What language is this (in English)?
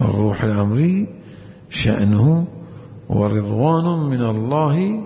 Mesopotamian Arabic